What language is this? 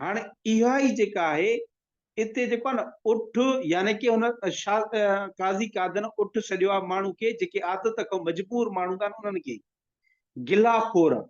Sindhi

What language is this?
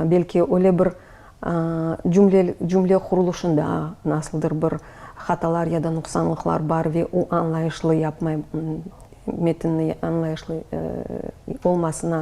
Crimean Tatar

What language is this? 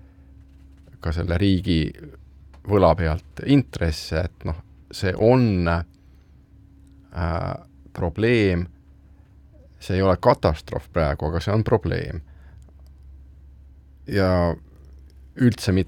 Estonian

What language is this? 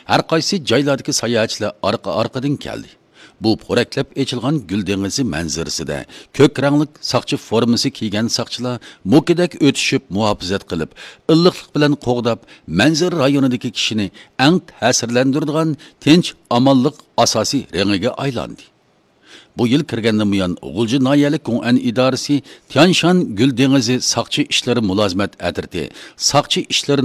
Uyghur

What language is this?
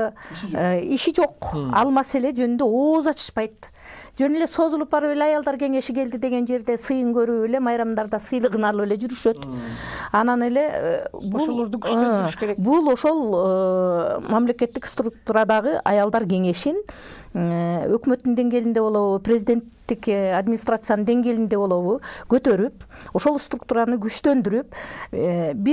Kyrgyz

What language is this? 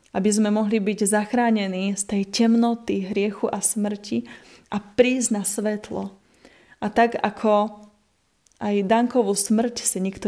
Slovak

